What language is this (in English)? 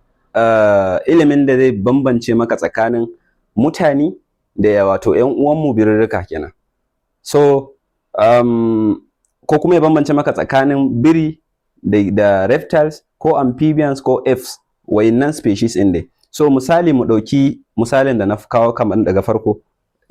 Hausa